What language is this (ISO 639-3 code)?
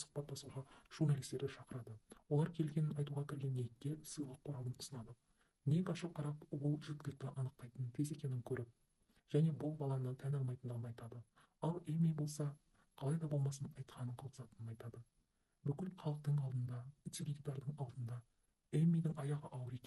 kaz